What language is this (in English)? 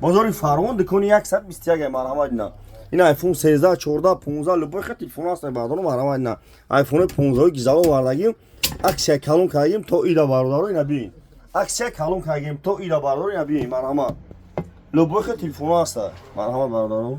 Tajik